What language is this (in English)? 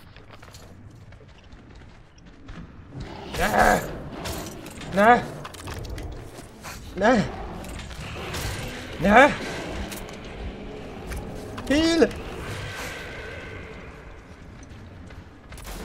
Hungarian